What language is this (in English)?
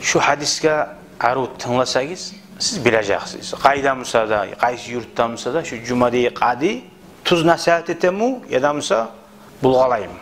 Kumyk